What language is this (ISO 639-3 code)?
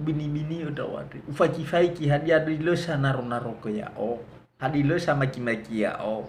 nia